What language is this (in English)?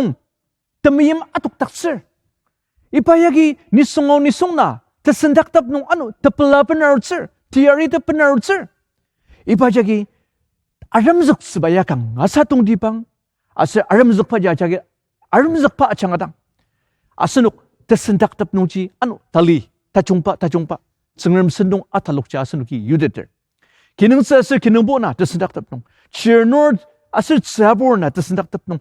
Ao Naga